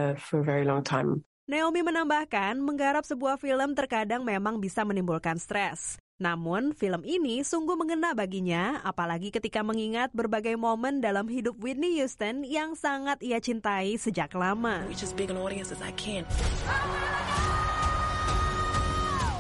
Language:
Indonesian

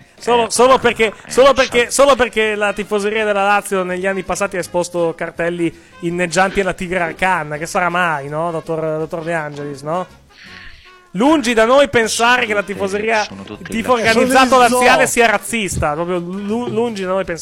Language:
Italian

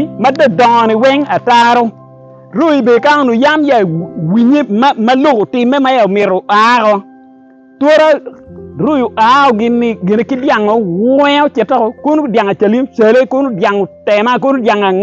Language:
Acoli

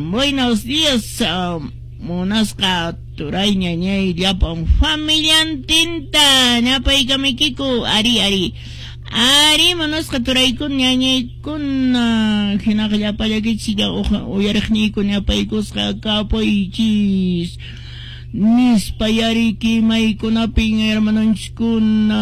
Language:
Quechua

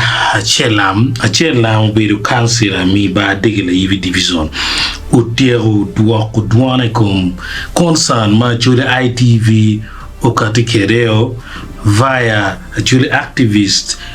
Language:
Acoli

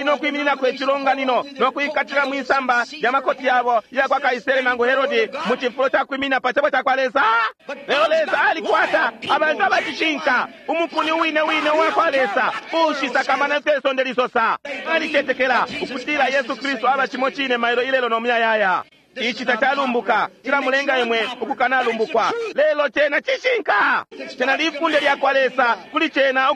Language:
Bemba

